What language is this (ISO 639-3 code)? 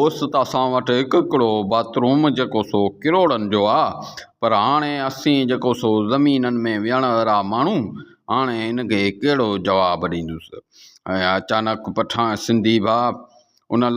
snd